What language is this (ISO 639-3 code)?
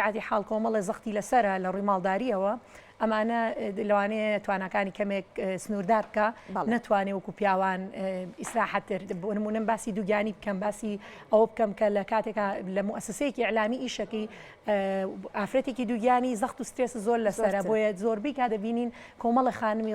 ckb